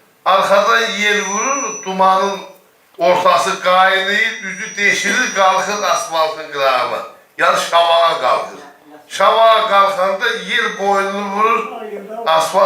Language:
South Azerbaijani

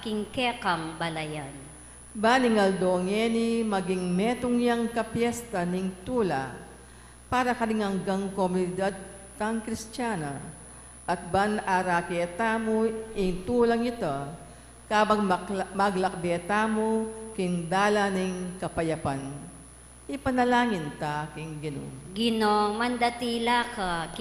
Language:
Pampanga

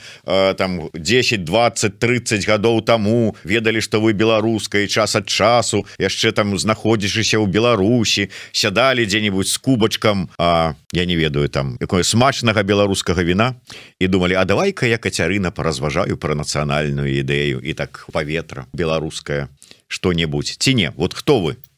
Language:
Belarusian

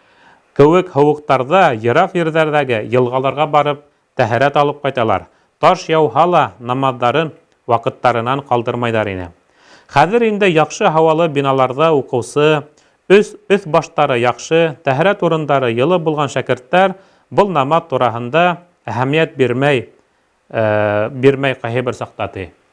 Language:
Bashkir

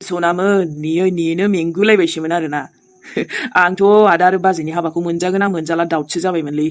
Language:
Bodo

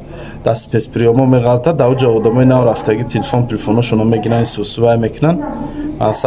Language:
Tajik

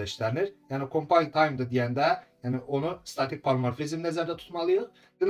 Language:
Azerbaijani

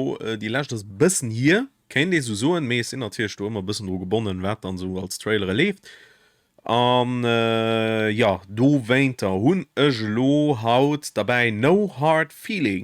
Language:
Luxembourgish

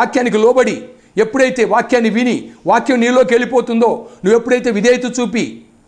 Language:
Telugu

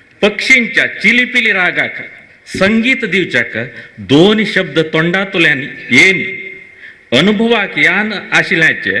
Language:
Konkani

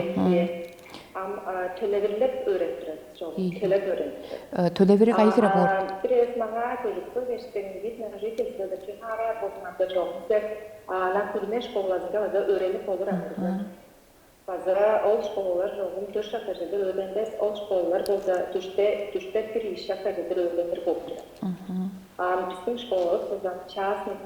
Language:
Tuvinian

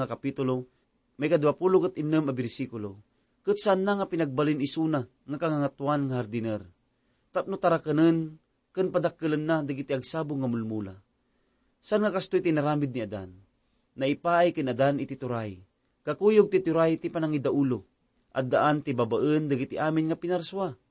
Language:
Iloko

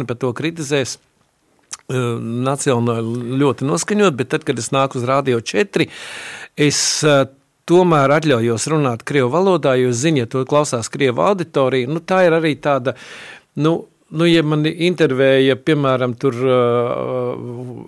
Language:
Latvian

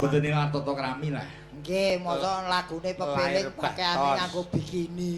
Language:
Javanese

